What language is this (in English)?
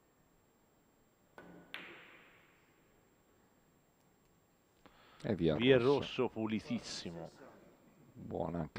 Italian